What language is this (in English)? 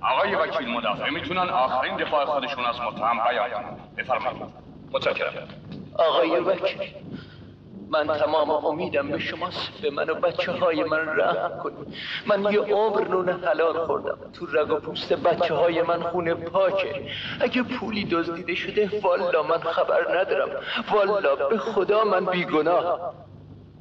Persian